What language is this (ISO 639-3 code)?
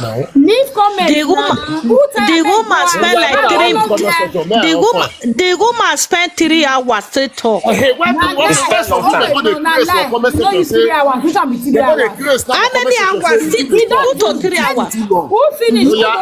pcm